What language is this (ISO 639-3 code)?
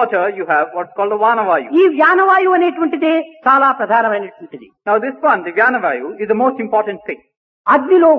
tel